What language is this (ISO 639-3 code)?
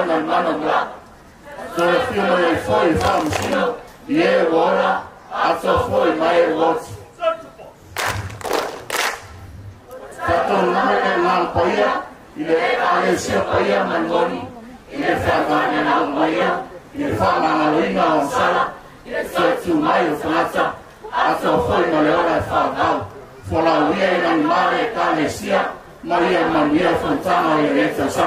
smo